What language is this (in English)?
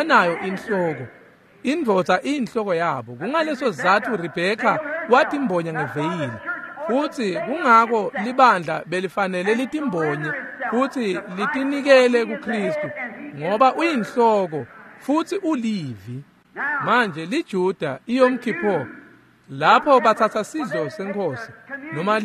Swati